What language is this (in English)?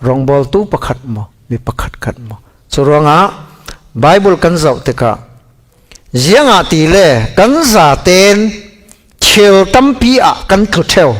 Falam Chin